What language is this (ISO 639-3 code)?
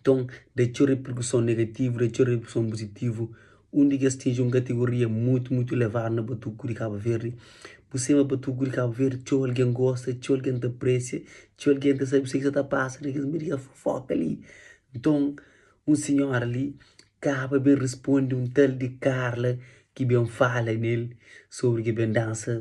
kea